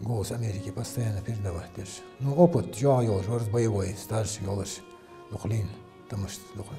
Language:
Ingush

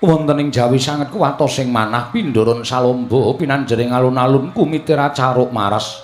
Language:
Javanese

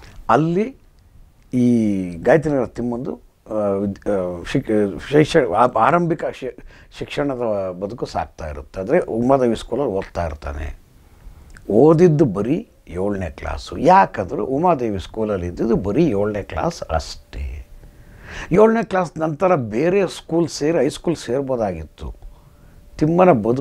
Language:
Kannada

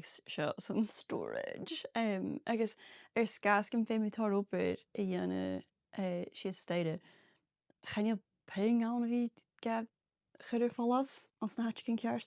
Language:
Scottish Gaelic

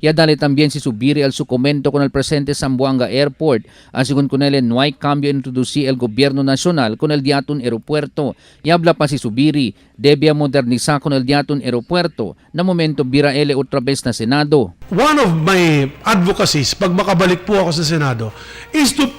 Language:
Chavacano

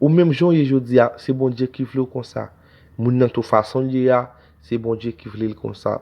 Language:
Haitian Creole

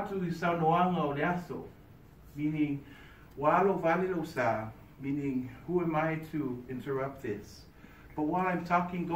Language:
Samoan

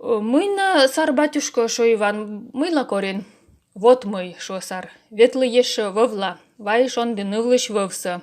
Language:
Komi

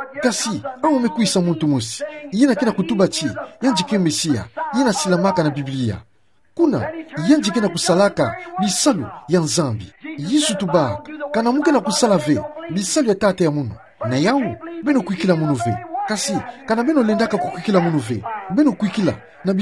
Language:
Kituba (Democratic Republic of Congo)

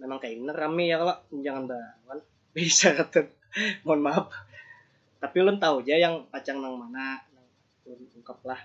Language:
Banjar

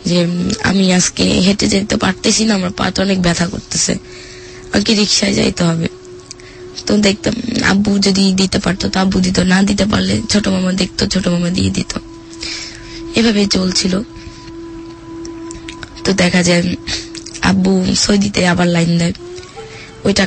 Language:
Bangla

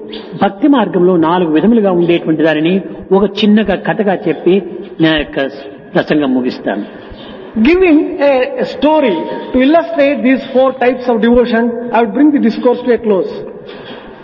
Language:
Telugu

